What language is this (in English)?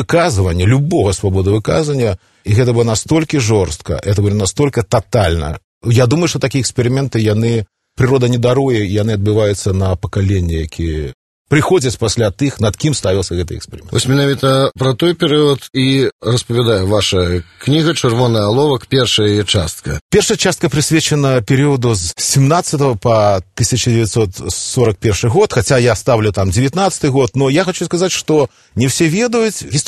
Belarusian